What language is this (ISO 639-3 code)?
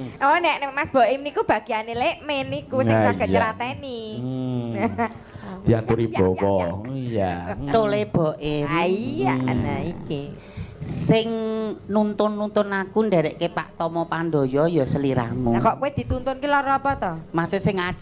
jav